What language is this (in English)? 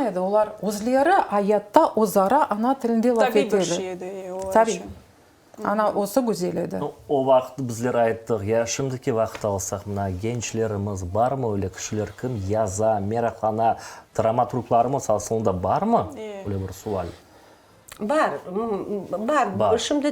Crimean Tatar